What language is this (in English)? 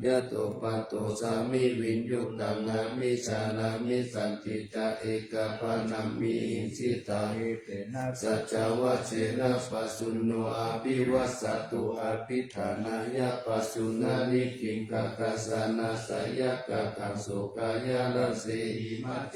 Pali